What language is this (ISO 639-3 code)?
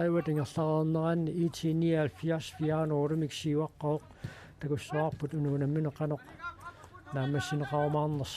kal